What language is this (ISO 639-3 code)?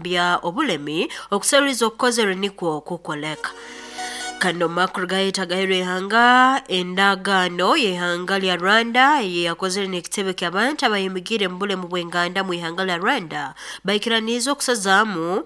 nyn